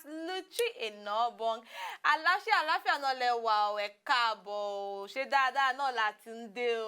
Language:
Nigerian Pidgin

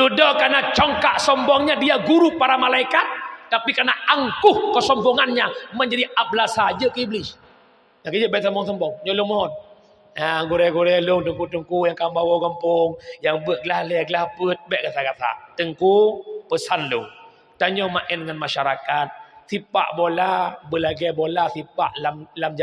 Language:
Achinese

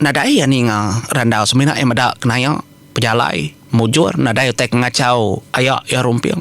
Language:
Iban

